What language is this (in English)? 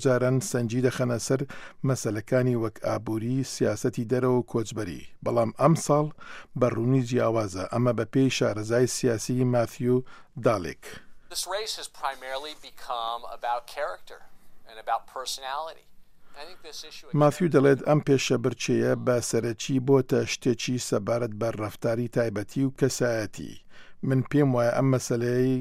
Central Kurdish